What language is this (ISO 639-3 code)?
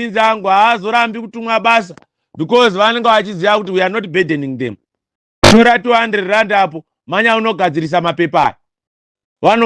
sna